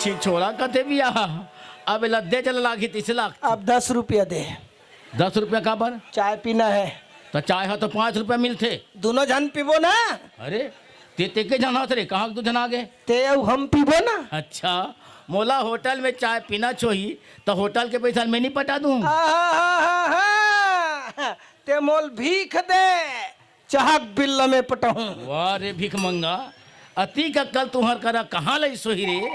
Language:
Chhattisgarhi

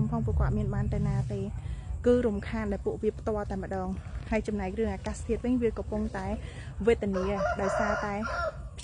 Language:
Khmer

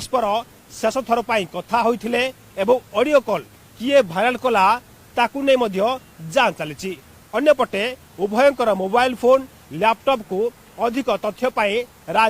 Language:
Odia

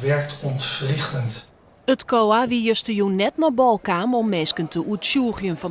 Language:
Western Frisian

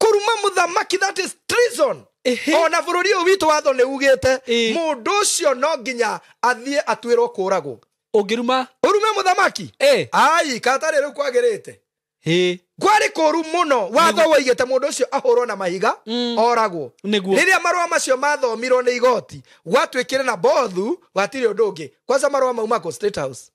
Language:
Kikuyu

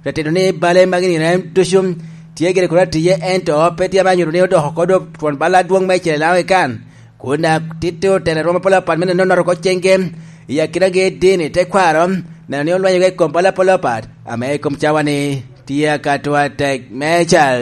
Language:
Lango (Uganda)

